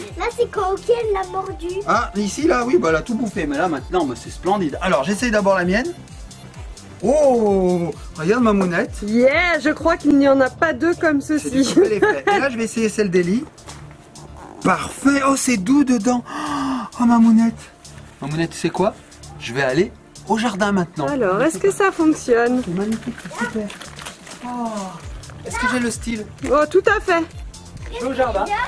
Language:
French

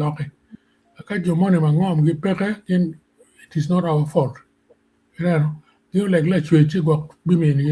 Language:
Acoli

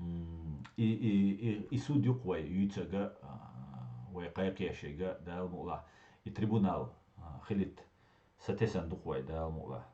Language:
Chechen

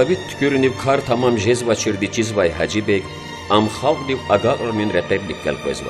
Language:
Lezghian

